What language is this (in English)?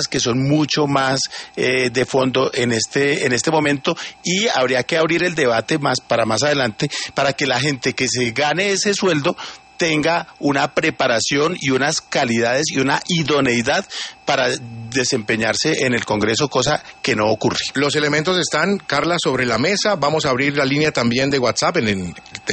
Spanish